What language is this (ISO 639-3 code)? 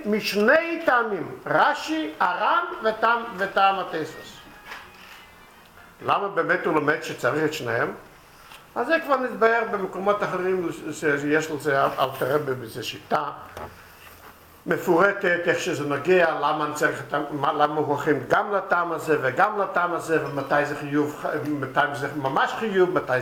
heb